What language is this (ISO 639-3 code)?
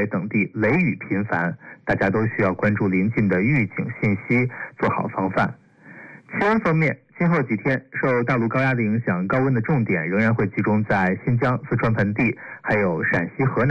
zho